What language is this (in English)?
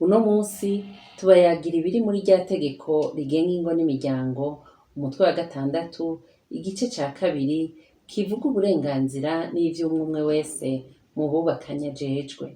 Rundi